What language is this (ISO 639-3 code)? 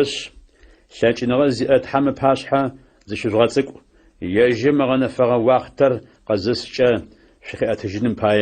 ady